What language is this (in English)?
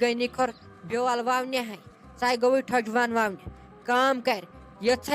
Kashmiri